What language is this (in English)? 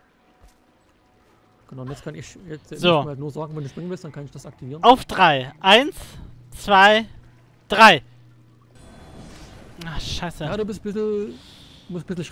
German